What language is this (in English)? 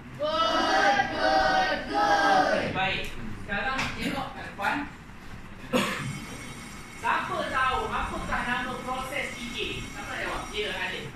Malay